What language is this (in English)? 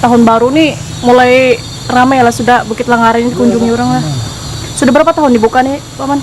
Banjar